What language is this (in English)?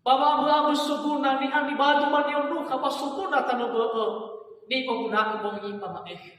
Nias